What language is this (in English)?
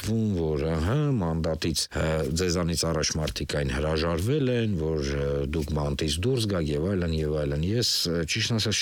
Armenian